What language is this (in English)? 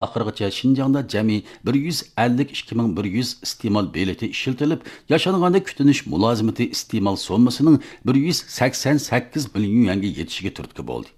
Uyghur